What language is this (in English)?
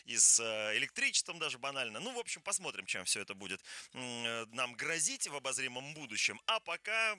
Russian